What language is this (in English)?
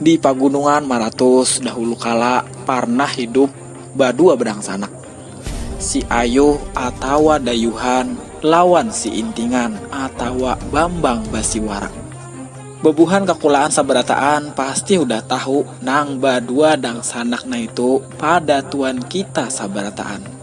Banjar